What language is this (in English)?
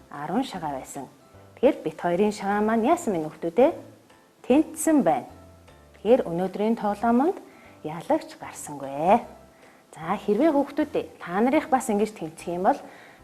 Mongolian